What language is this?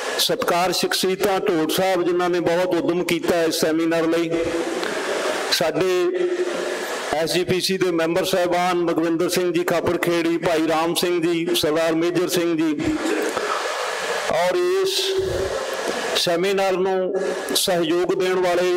Punjabi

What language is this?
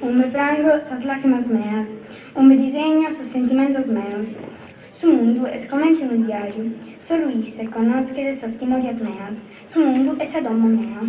Sardinian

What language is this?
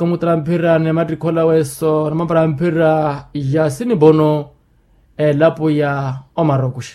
Makhuwa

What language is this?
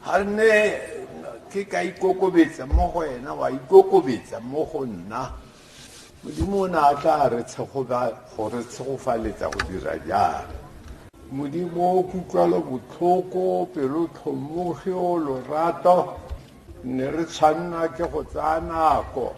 Tswana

